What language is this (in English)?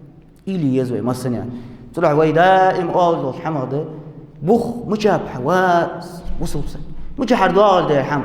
Ingush